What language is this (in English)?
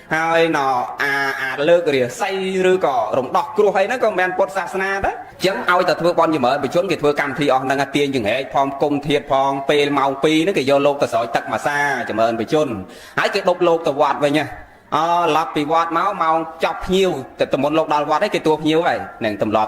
Khmer